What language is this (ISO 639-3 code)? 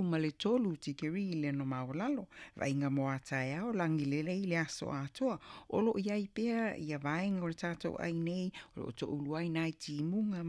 smo